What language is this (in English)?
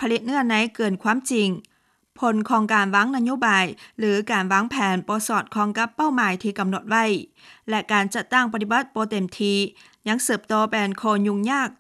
Lao